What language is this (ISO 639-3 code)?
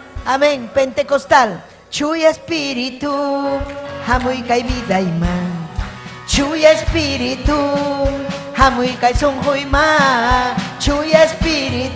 quy